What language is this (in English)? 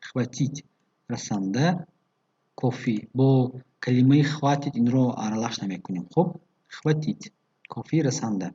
Tajik